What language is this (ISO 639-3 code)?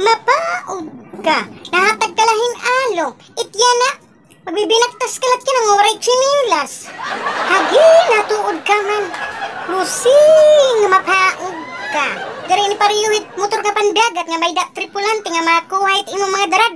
war